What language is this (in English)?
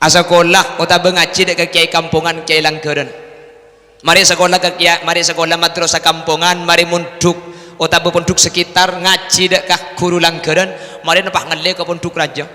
Madurese